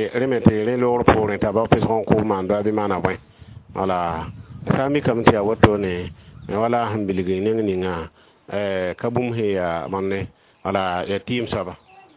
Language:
Mossi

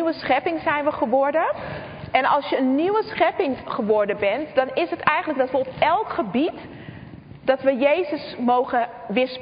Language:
Dutch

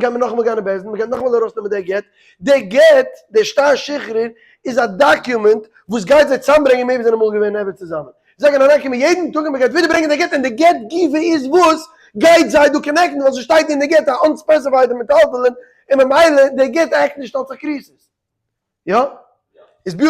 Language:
Yiddish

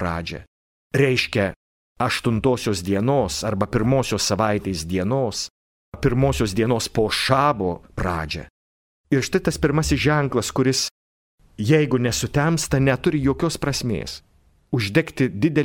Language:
Lithuanian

